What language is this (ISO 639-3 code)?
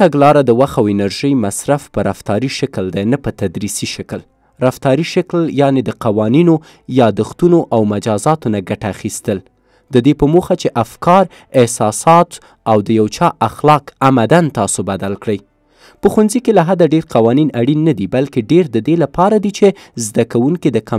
pus